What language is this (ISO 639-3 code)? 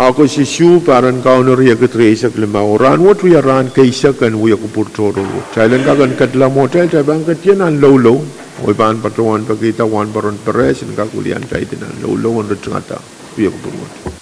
pon